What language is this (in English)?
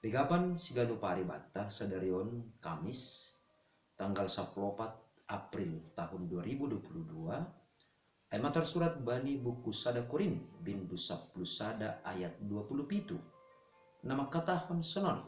Batak Simalungun